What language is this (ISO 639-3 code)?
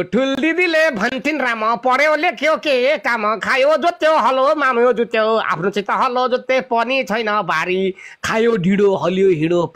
nep